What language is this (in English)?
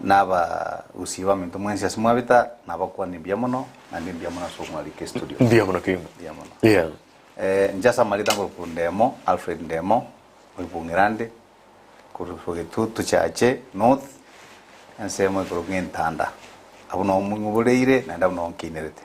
Gusii